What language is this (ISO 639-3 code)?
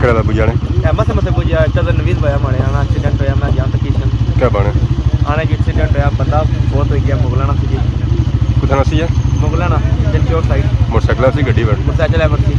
phr